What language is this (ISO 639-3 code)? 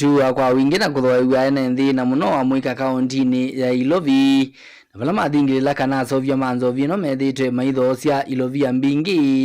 kam